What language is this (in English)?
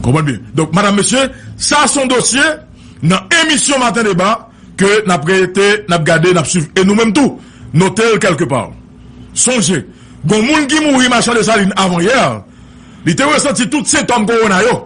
Haitian Creole